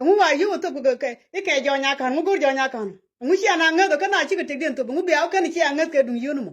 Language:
Nuer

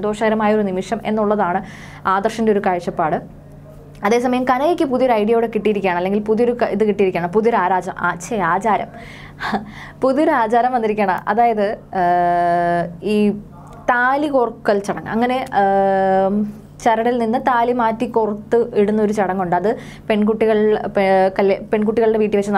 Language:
Malayalam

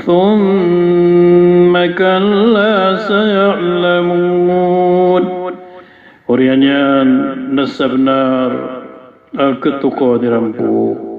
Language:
Maranao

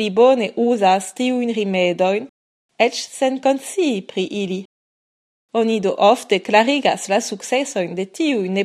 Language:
Esperanto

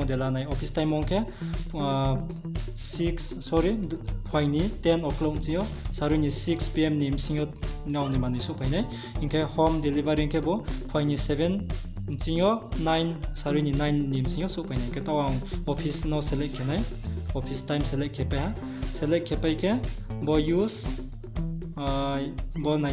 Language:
Riang (India)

